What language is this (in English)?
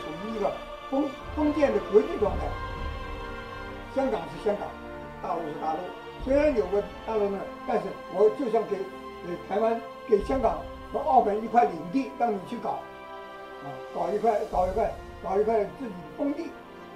Chinese